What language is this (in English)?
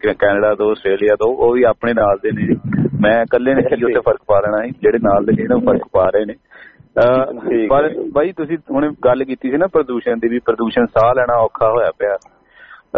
Punjabi